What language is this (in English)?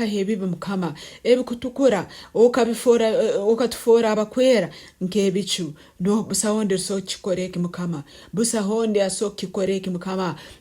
Nyoro